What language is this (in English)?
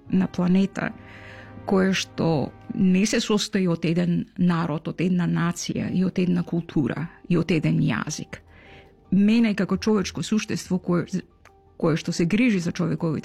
Macedonian